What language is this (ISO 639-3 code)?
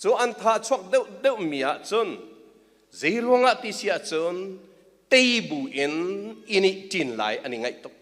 cnh